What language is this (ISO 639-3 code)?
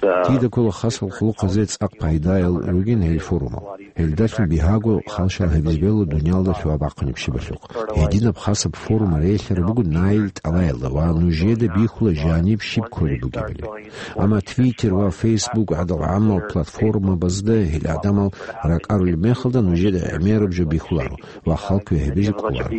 ava